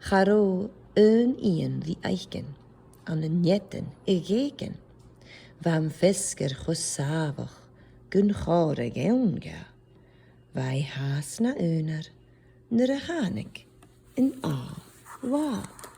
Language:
Scottish Gaelic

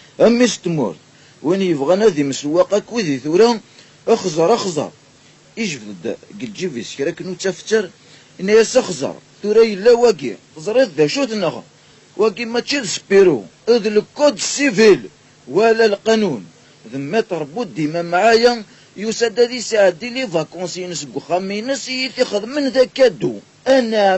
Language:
Kabyle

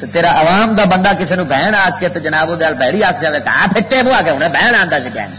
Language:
Western Panjabi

